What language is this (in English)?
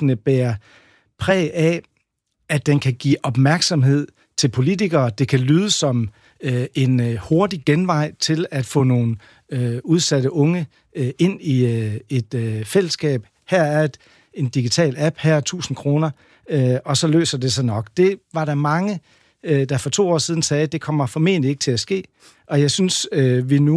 Danish